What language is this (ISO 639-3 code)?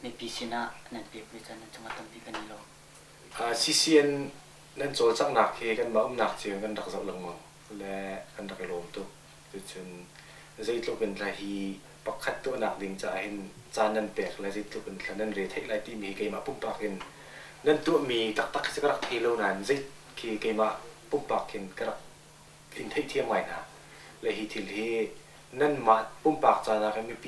cnh